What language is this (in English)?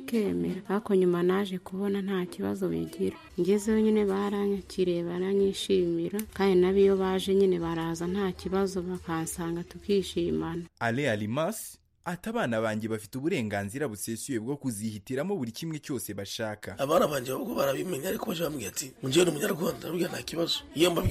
Kinyarwanda